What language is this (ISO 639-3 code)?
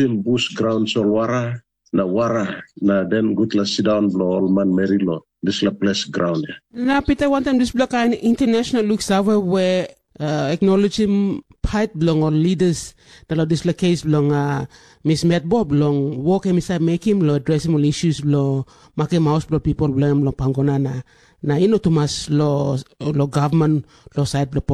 tpi